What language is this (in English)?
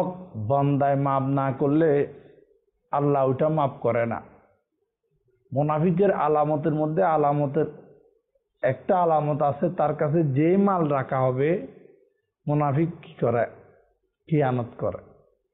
Bangla